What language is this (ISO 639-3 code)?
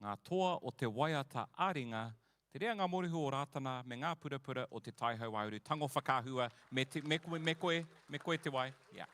mri